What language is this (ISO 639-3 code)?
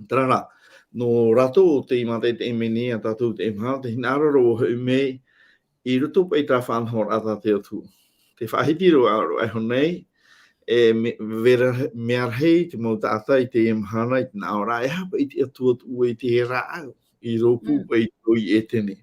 tah